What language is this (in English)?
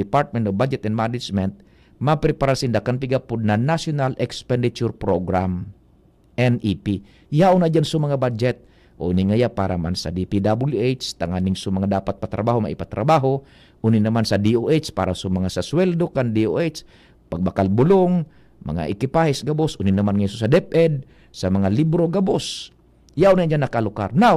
Bikol